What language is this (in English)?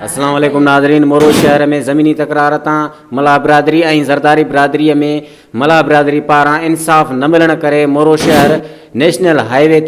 Sindhi